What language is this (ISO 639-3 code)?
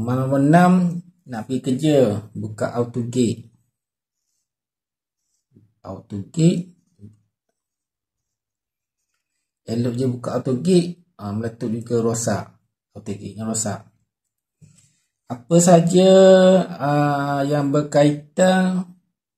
msa